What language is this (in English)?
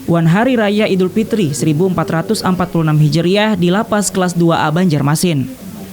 Banjar